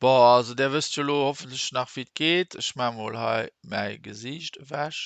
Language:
Luxembourgish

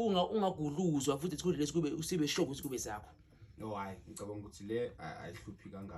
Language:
Zulu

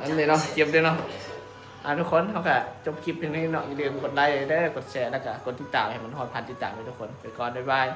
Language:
Northeastern Thai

